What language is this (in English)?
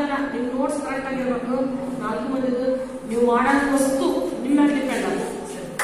Kannada